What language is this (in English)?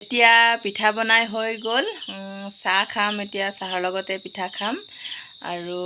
Assamese